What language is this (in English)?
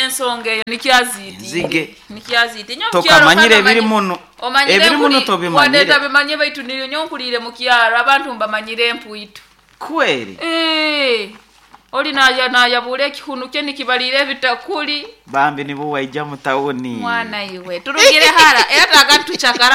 Nyoro